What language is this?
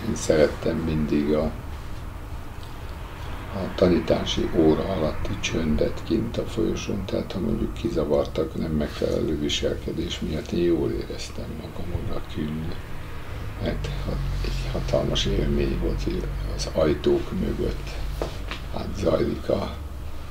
Hungarian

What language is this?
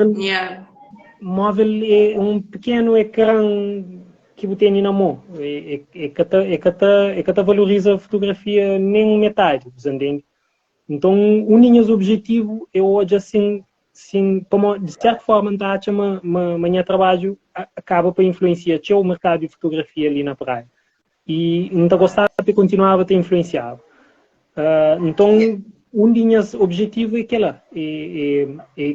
Kabuverdianu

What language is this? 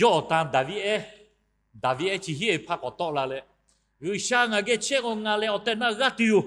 Lahu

